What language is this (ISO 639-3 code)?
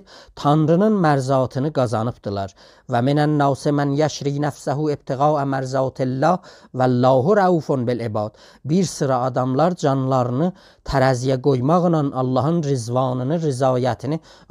azb